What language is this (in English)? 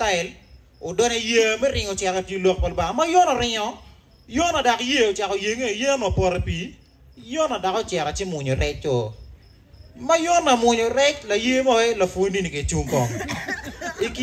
Acoli